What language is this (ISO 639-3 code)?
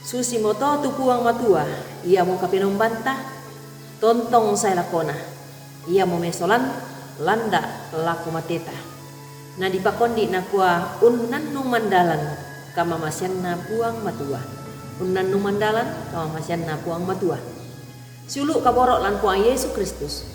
sda